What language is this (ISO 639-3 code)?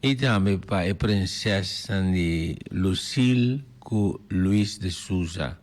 pap